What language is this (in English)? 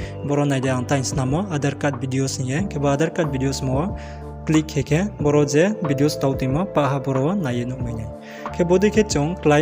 Riang (India)